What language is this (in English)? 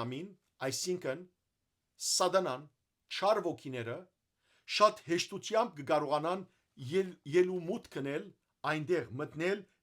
Western Armenian